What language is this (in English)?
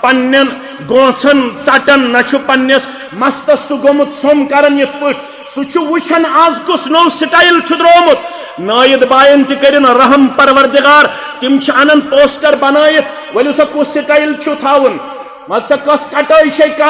Kashmiri